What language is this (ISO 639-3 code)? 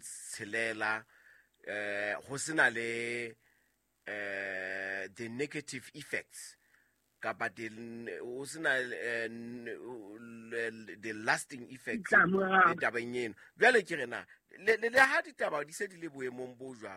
sot